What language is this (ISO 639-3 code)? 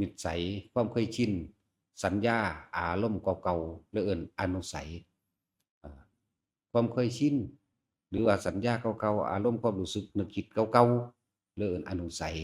tts